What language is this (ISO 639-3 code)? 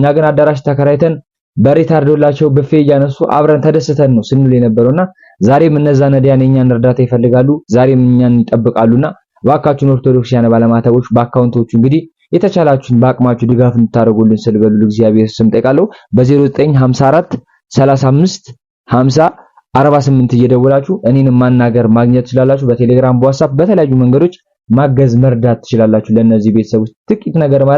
amh